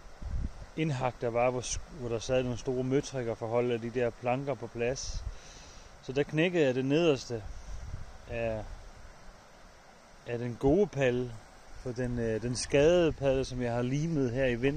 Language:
Danish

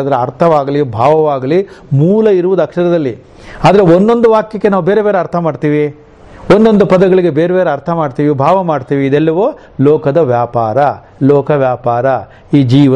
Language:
Kannada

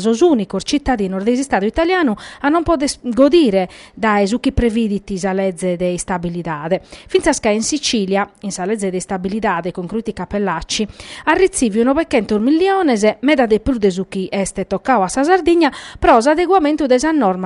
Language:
Sardinian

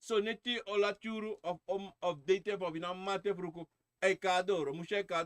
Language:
Sranan Tongo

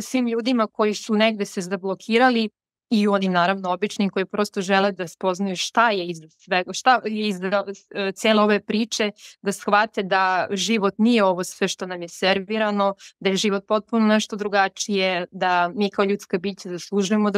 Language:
Serbian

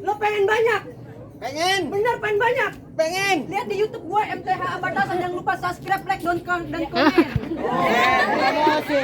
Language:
Betawi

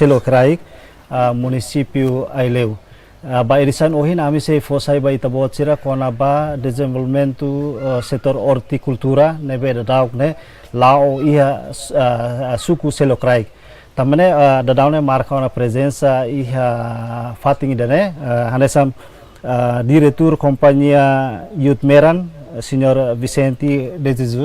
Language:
Tetum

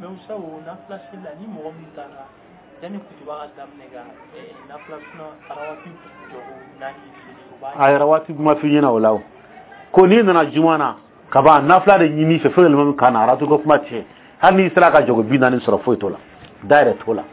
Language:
Dyula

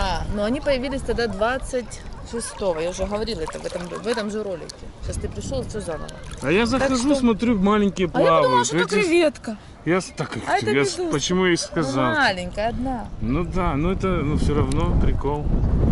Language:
Russian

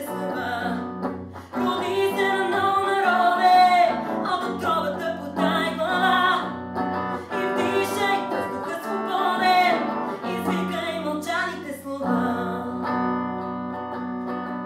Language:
Bulgarian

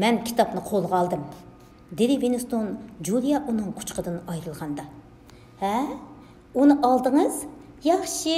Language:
Uyghur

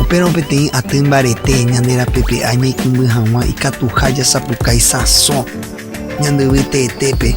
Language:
Guarani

